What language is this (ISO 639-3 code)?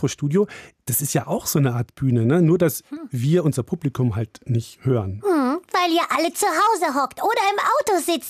deu